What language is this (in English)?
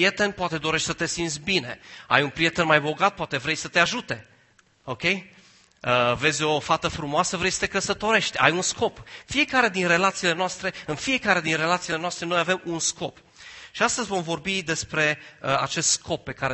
Romanian